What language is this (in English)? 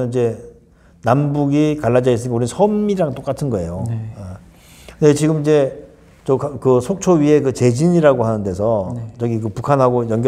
Korean